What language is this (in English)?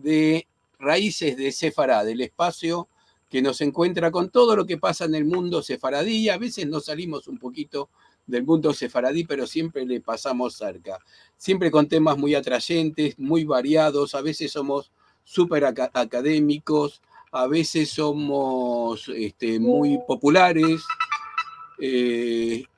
Ladino